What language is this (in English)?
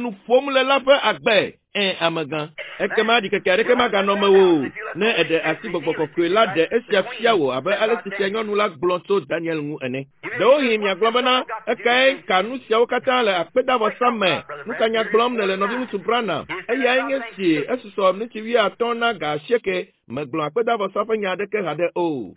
Ewe